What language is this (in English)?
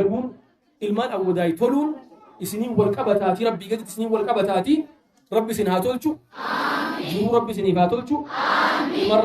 Oromo